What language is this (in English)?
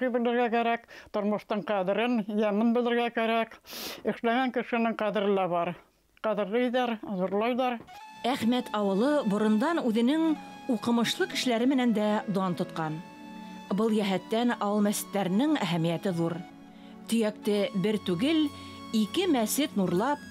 Bashkir